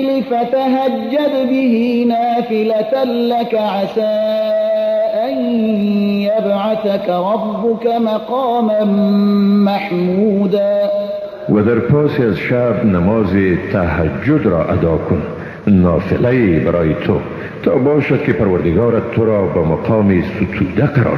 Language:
Persian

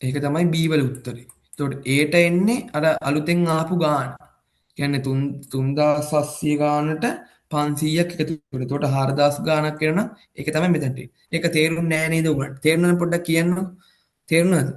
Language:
Sinhala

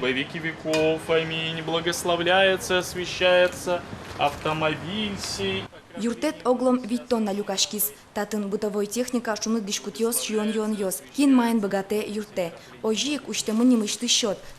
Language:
Udmurt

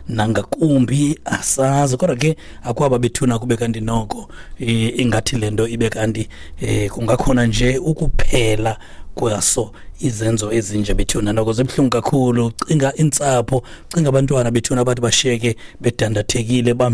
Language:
Xhosa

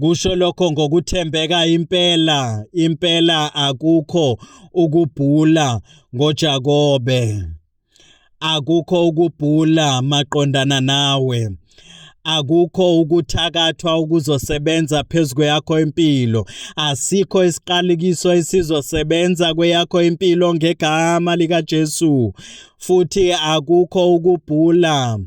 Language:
Zulu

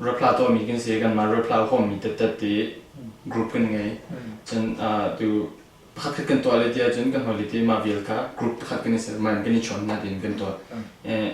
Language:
Hakha Chin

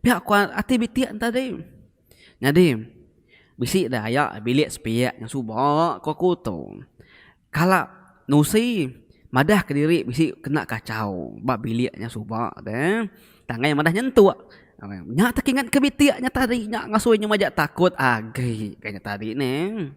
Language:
Iban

